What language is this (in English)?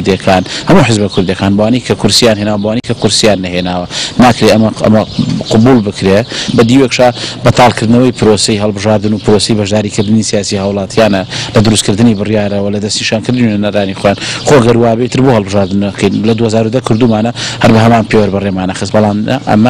Central Kurdish